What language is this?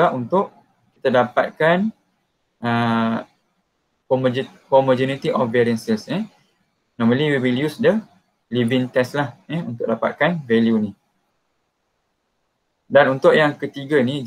Malay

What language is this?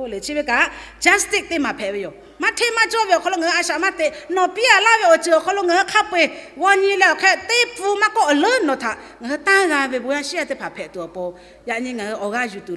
Lahu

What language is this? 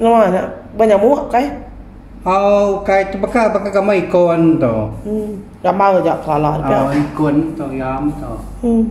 Iban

